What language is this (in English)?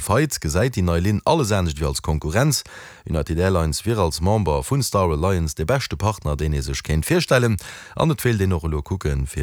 Luxembourgish